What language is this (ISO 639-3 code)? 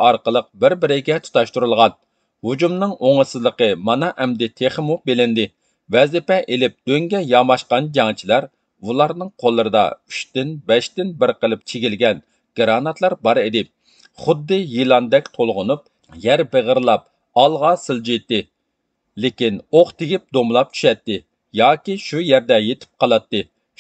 uig